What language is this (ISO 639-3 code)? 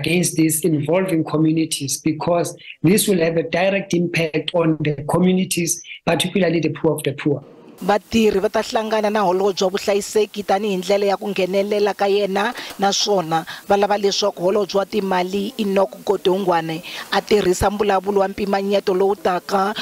tso